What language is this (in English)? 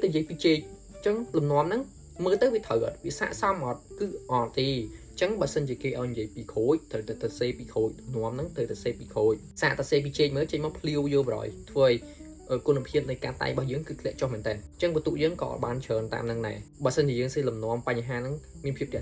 Khmer